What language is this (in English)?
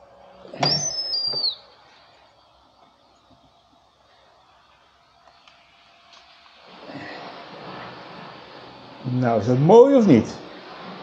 Dutch